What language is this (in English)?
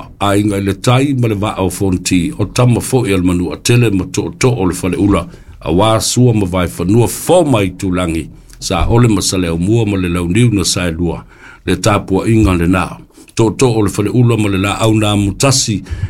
Samoan